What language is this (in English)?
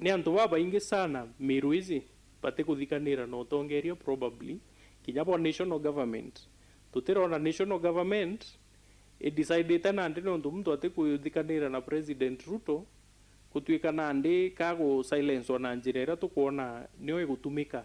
Meru